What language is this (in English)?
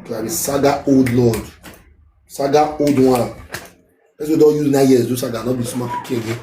Nigerian Pidgin